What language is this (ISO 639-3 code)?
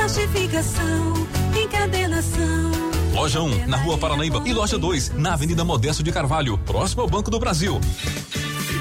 por